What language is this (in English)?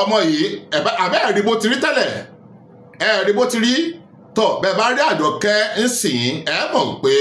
Yoruba